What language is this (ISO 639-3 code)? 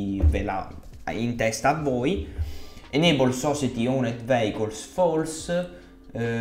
ita